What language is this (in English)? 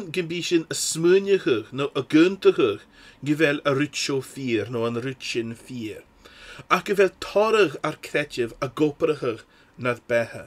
Scottish Gaelic